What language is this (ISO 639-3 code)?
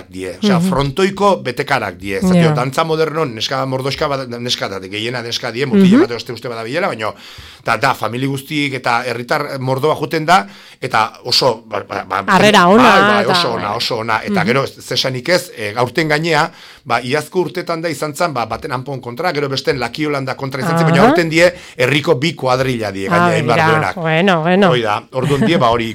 eus